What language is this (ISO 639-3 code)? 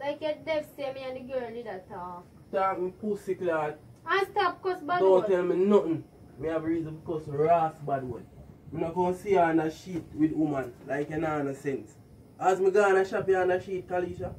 jam